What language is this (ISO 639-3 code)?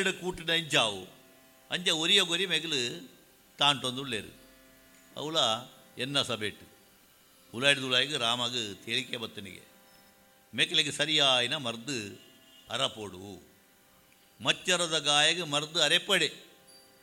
tcy